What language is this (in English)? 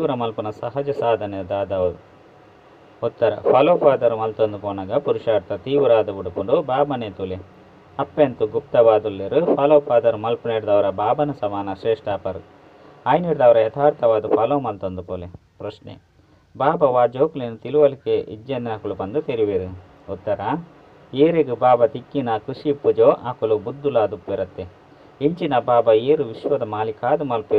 Tulu